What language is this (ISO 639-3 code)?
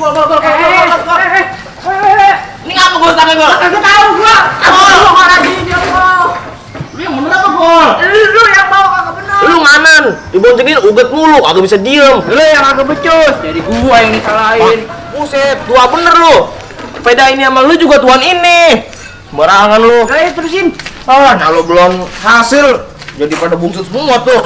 bew